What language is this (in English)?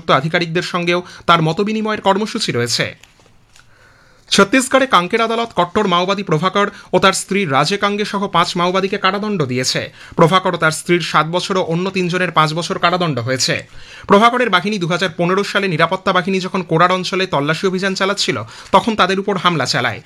Bangla